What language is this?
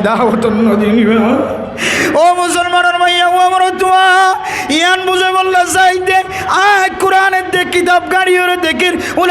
Rohingya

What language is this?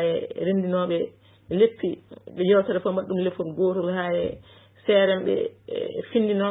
Fula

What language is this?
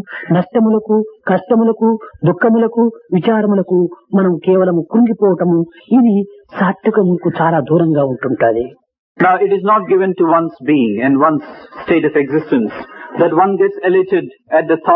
Telugu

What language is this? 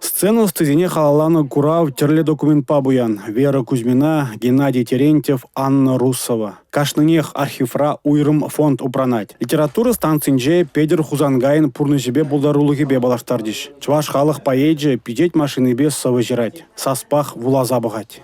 Chuvash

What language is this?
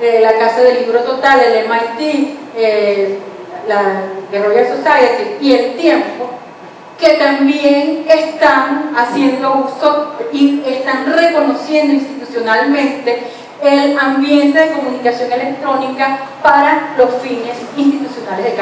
Spanish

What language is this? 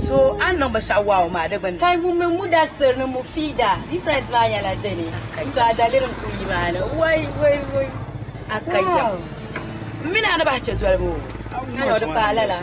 Dagbani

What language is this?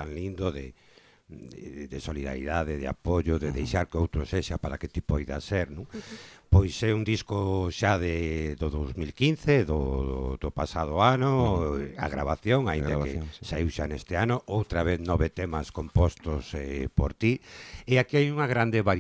Galician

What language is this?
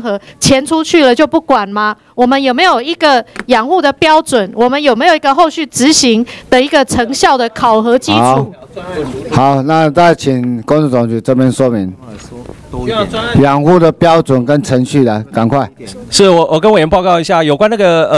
Chinese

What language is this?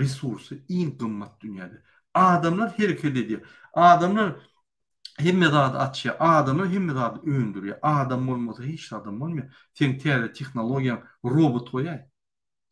Turkmen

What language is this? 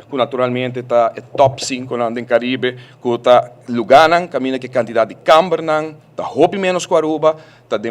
Papiamento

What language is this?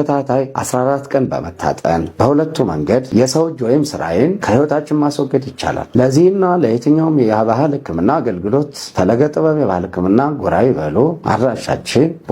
Amharic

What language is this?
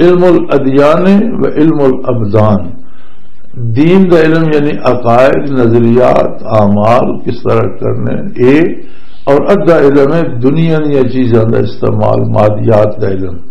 Western Panjabi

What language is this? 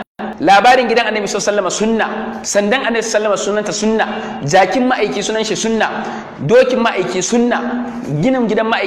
Hausa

